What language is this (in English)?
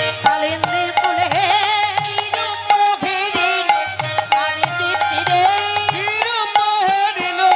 Bangla